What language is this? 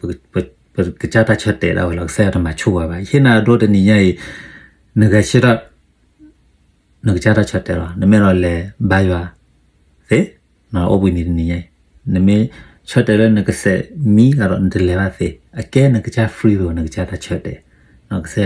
S'gaw Karen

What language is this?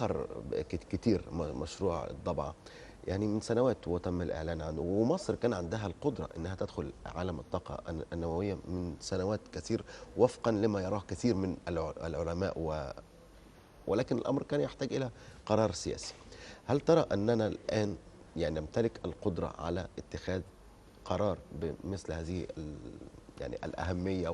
Egyptian Arabic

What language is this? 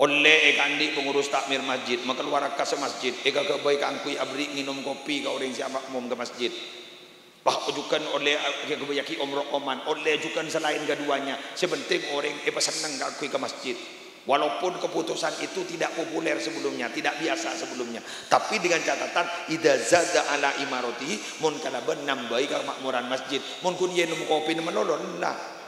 Madurese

